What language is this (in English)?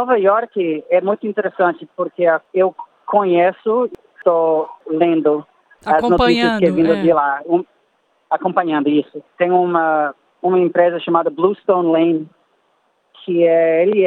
Portuguese